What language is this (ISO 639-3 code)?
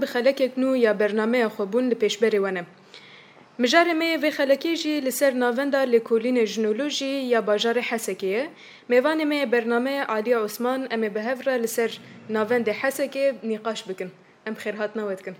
kur